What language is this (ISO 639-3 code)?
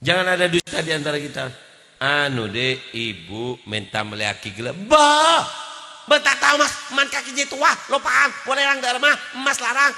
mad